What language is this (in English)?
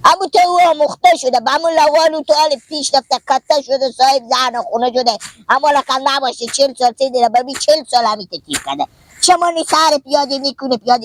Hazaragi